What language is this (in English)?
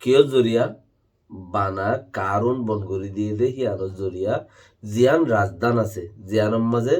Rohingya